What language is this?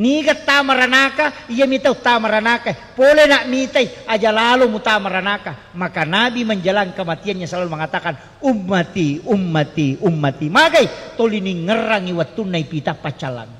Buginese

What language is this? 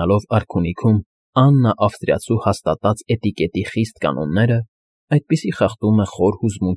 Armenian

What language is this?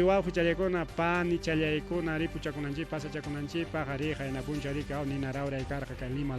Ayacucho Quechua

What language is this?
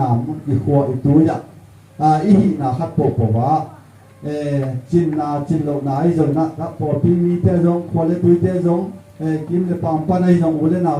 Tedim Chin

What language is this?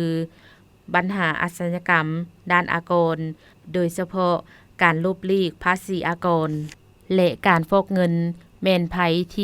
Lao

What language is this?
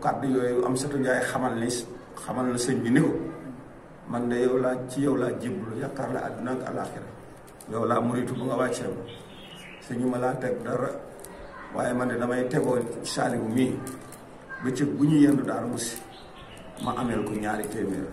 Wolof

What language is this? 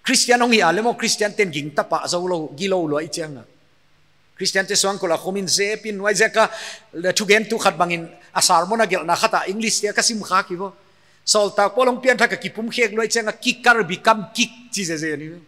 Paite Chin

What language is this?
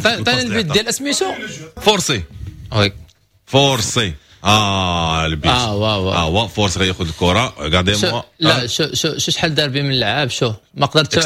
Moroccan Arabic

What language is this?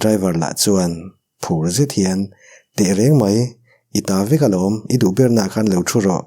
Mizo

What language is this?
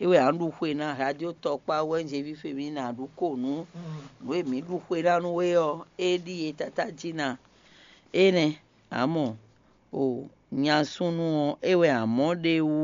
Fon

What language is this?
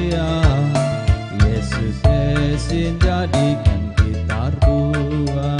Batak Karo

